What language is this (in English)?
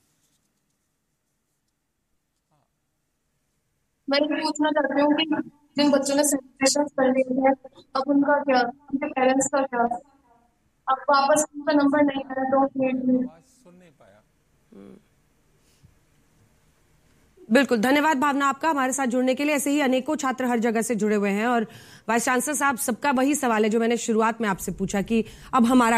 Hindi